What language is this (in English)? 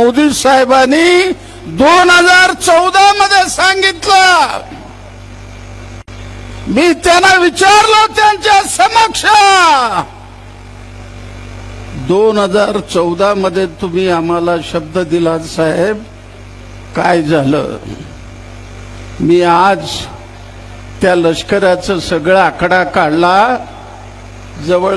Marathi